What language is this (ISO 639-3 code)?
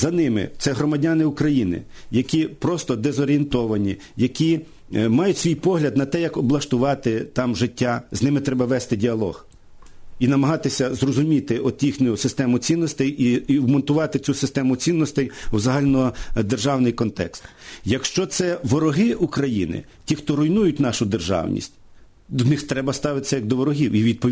ukr